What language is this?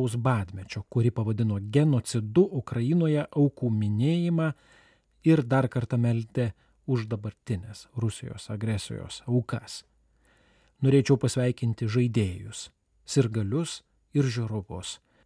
Lithuanian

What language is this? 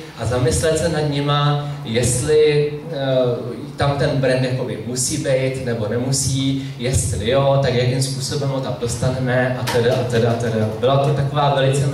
Czech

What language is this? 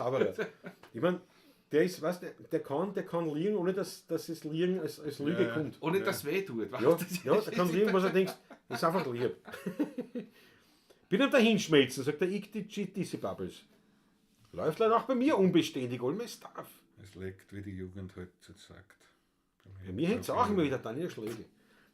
Bavarian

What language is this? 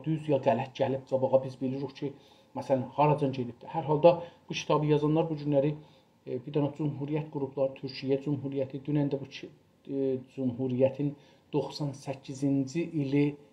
South Azerbaijani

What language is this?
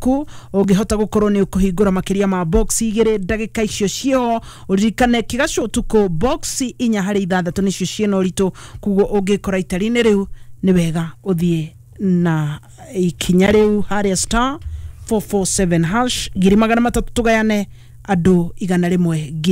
Kikuyu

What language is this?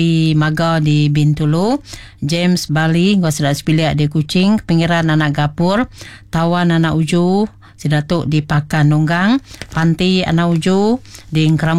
Iban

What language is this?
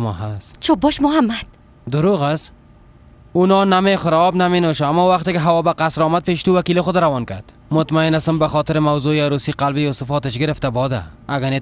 Persian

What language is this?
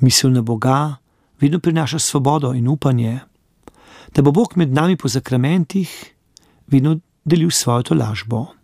Slovenian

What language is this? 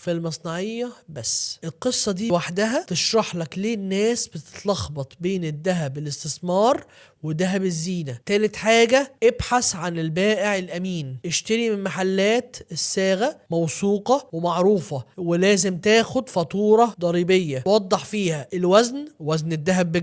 Egyptian Arabic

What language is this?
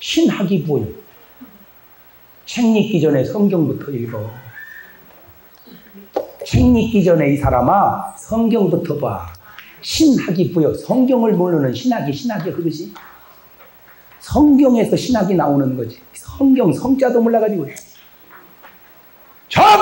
Korean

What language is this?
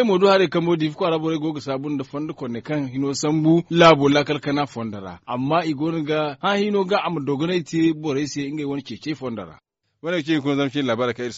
Zarma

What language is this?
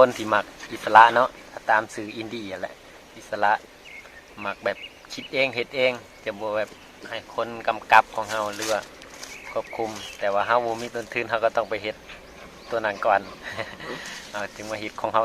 Lao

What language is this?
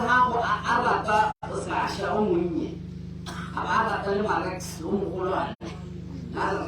Tswana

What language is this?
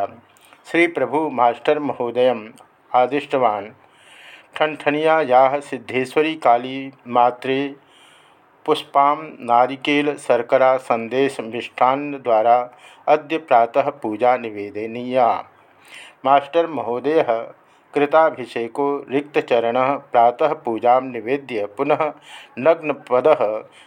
Sanskrit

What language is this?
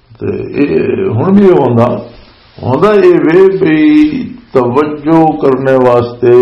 Western Panjabi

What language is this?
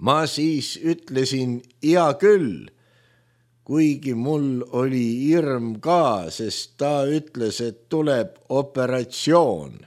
Estonian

